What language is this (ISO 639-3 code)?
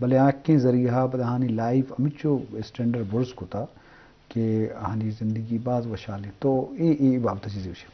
bgp